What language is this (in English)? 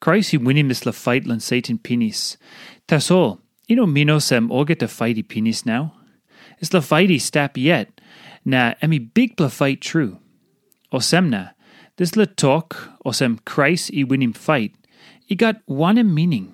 Tok Pisin